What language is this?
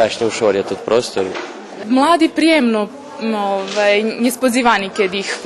Rusyn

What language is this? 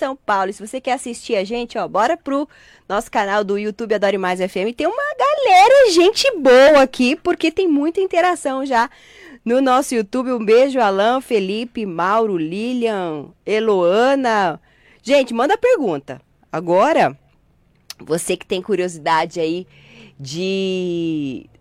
Portuguese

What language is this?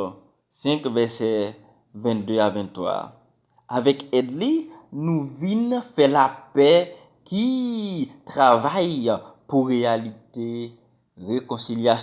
Haitian Creole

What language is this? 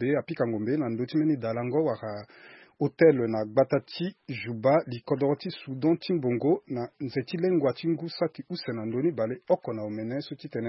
Sango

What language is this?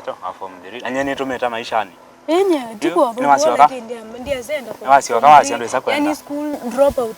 Kamba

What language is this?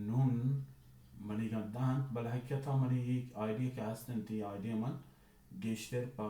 Baluchi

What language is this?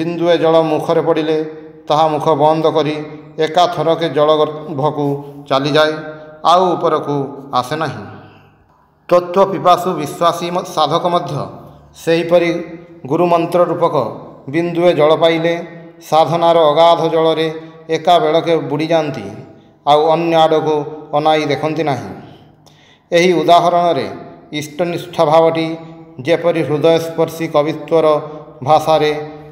Odia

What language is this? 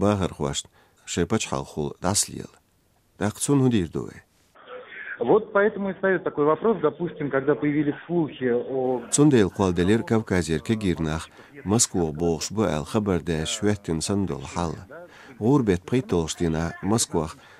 Chechen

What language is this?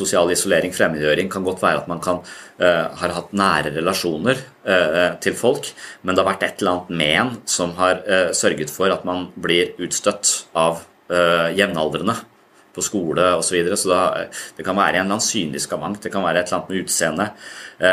Norwegian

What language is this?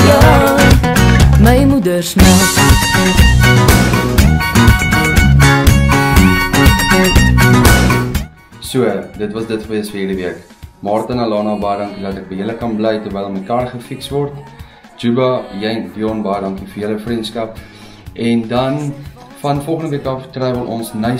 Afrikaans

